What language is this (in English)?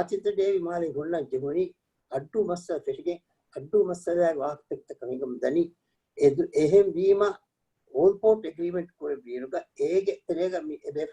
Divehi